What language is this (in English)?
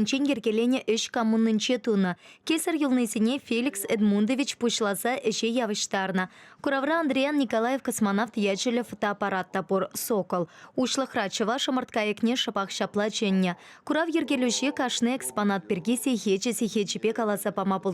Chuvash